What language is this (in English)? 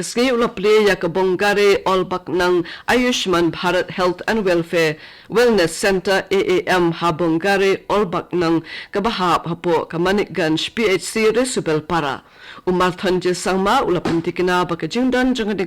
Khasi